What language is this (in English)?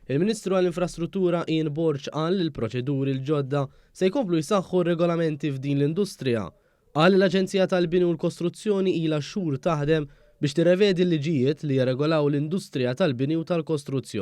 Maltese